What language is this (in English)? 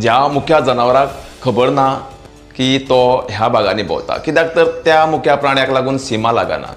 Konkani